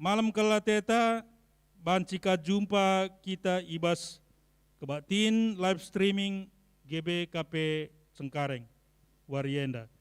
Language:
Batak Karo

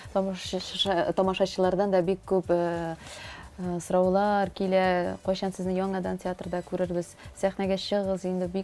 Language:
Tatar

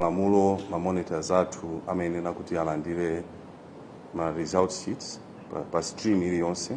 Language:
Nyanja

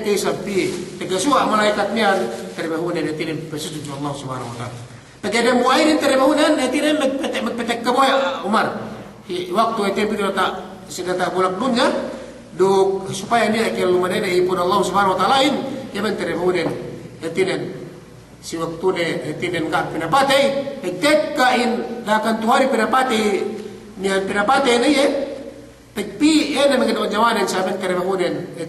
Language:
Yakan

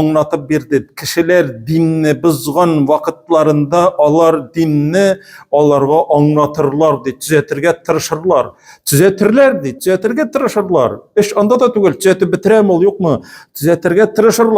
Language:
Tatar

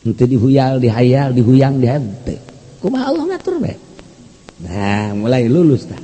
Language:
Sundanese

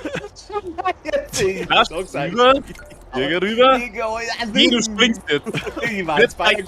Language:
Bavarian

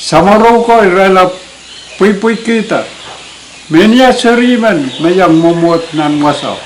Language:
Pohnpeian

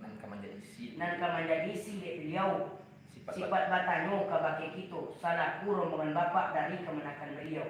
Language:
Minangkabau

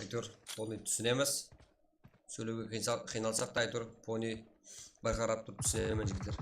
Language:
Kara-Kalpak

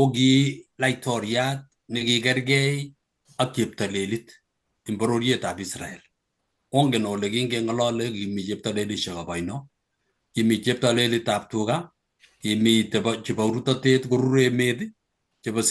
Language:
Kalenjin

